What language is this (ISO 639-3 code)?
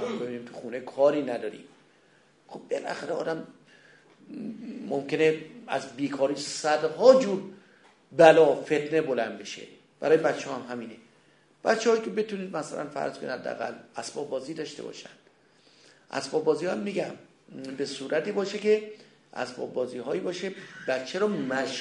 fas